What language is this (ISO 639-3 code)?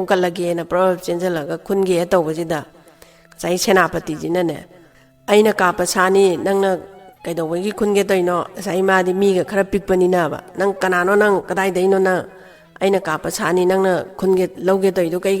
mni